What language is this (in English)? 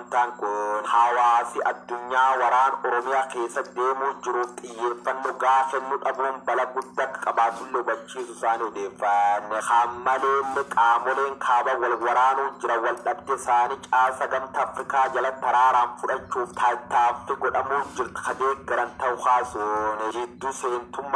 Oromo